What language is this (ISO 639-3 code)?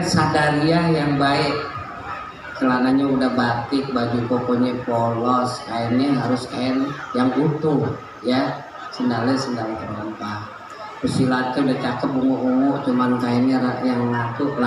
bew